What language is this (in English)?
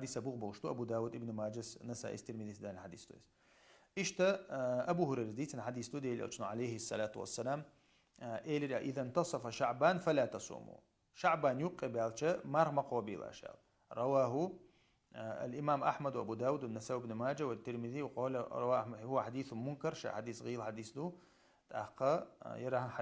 Chechen